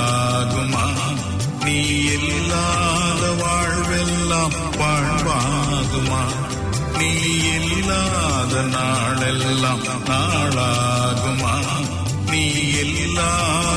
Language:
Tamil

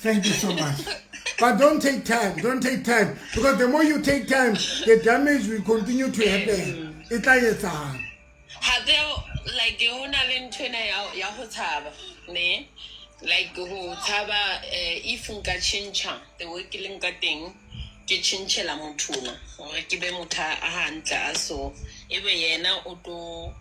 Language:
Southern Sotho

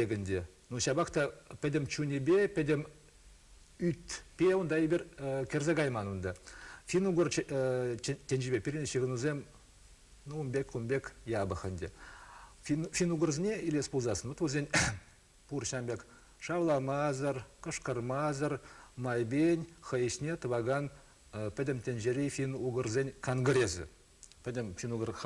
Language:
Chuvash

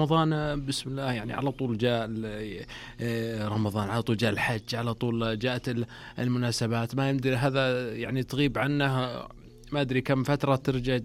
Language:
Najdi Arabic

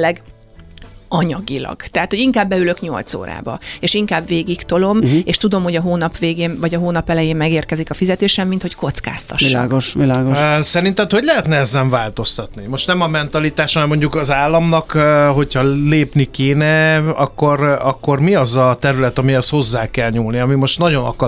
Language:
Hungarian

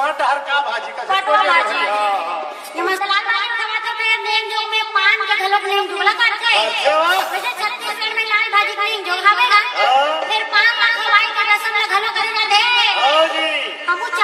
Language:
Chhattisgarhi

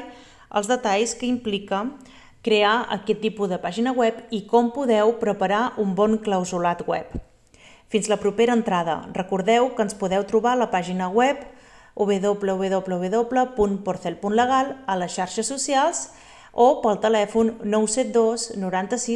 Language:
Catalan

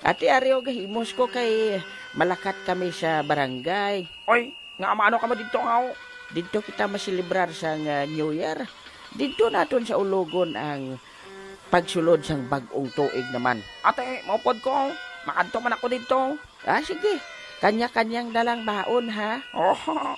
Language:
Hiligaynon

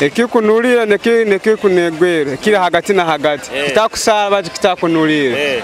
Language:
Nyoro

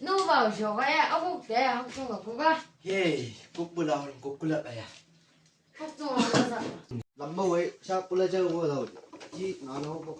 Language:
Chang Naga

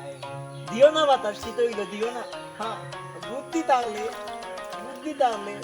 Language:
Sylheti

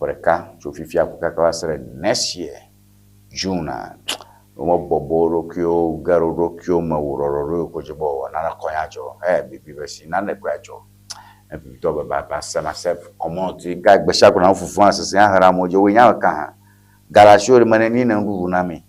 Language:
Ewe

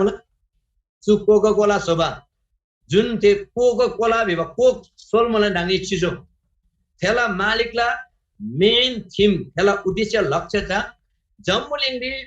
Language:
Eastern Tamang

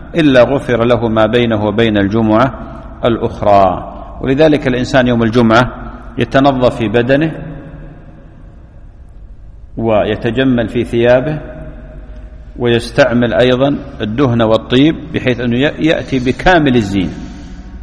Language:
Arabic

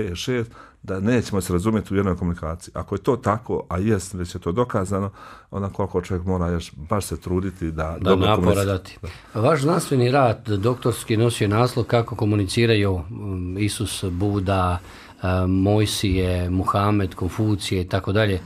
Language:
Bosnian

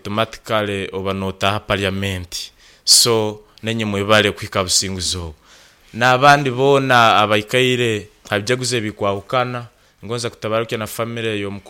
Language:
Nyoro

